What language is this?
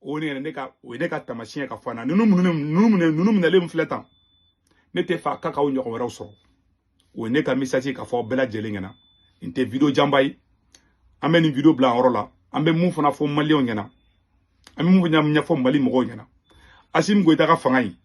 Bambara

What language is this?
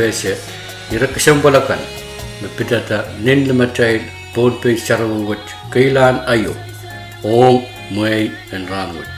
Pohnpeian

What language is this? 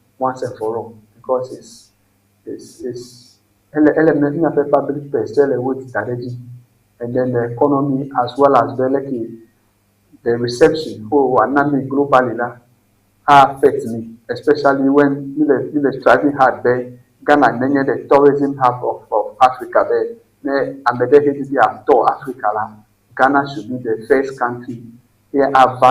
Ewe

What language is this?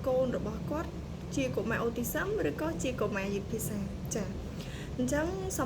Khmer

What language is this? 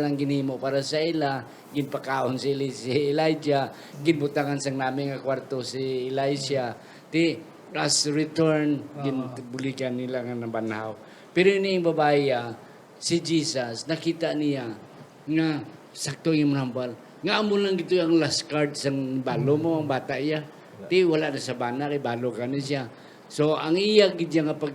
Hiligaynon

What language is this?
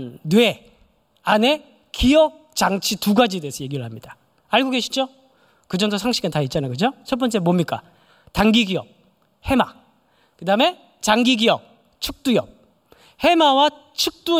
Korean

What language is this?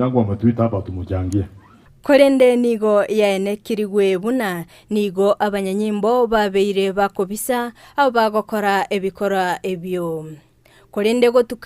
Gusii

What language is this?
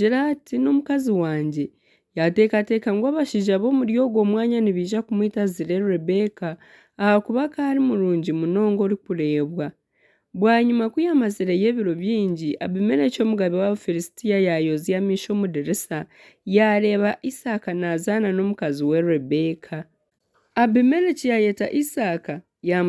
Nyankole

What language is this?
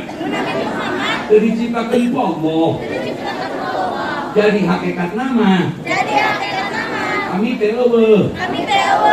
Sundanese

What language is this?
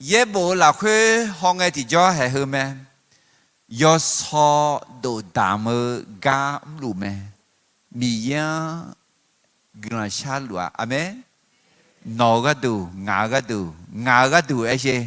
Akha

